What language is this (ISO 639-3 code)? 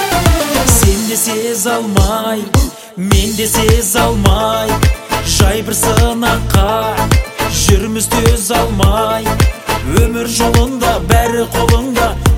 kaz